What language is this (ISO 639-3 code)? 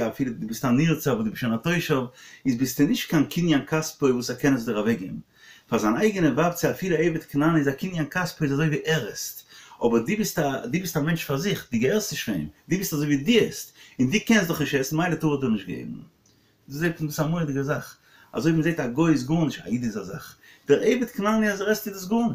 yid